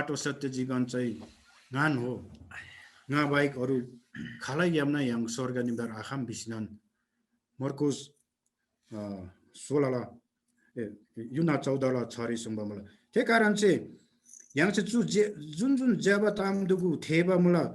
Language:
Eastern Tamang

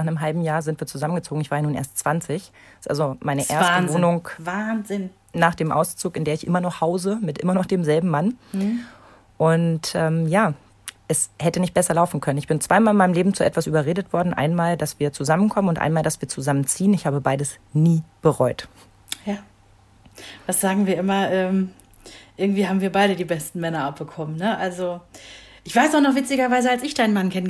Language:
German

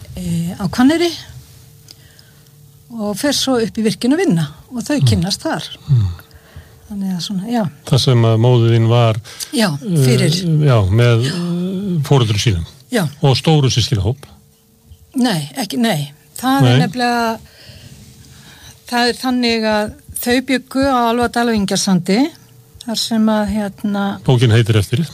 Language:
Icelandic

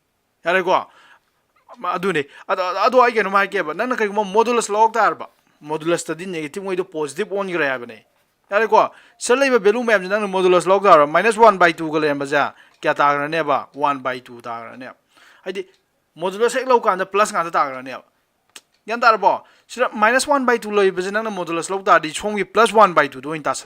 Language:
Manipuri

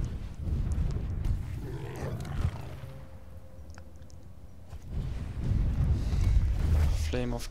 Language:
German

